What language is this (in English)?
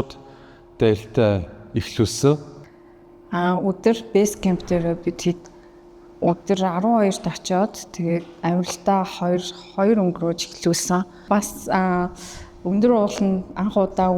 Mongolian